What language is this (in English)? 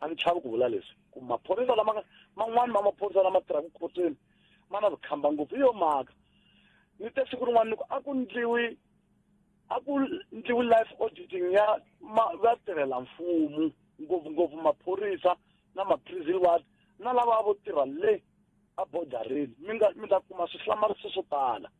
Tsonga